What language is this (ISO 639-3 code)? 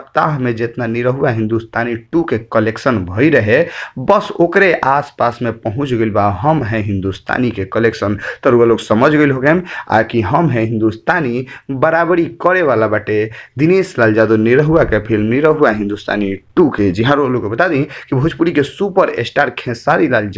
bho